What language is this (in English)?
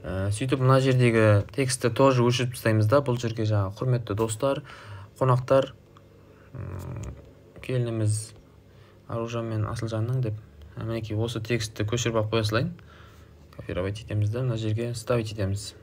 Kazakh